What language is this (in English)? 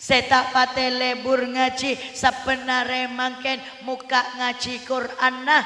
Madurese